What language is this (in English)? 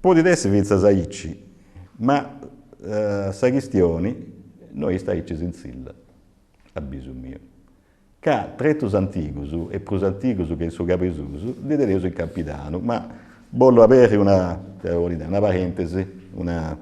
Sardinian